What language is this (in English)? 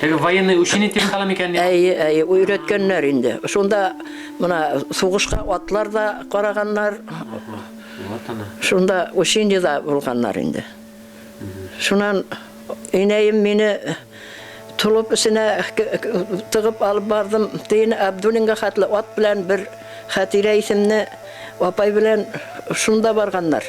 Bashkir